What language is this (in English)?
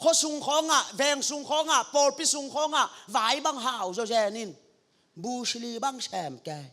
Tedim Chin